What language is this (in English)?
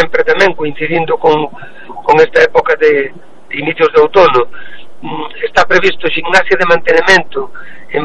Galician